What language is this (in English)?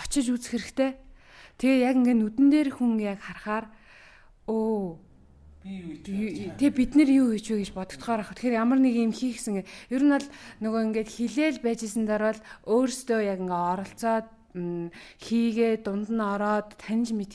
Mongolian